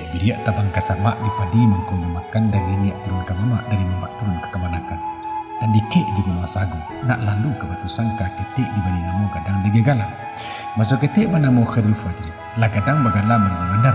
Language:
Minangkabau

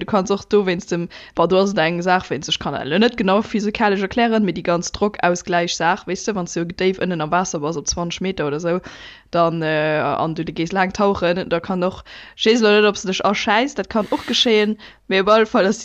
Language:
Luxembourgish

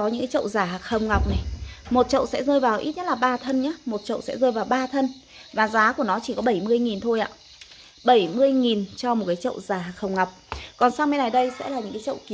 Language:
Vietnamese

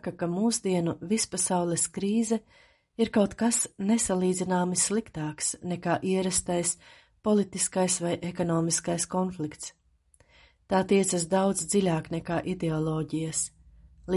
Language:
Latvian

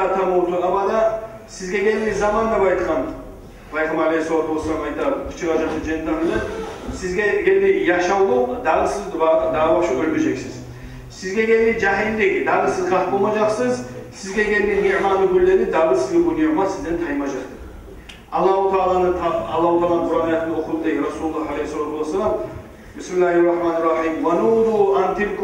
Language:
Kumyk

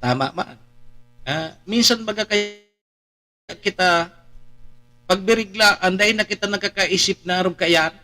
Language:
Bikol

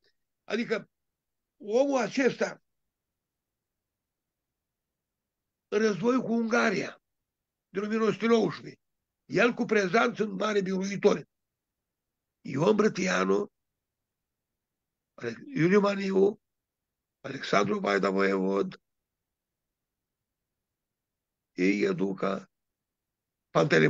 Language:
Romanian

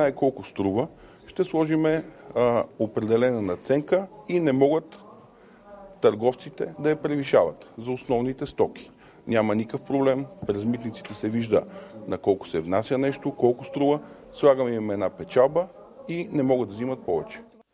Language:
Bulgarian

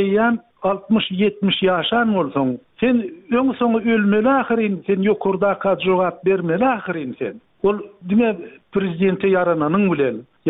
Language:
Turkmen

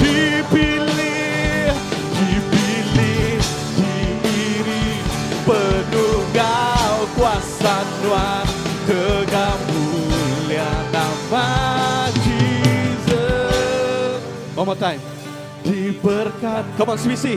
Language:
Iban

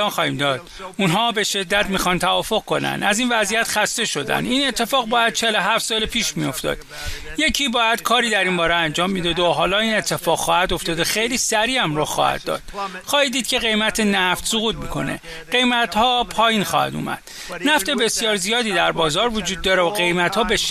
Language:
Persian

